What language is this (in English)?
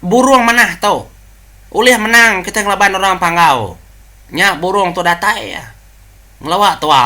Iban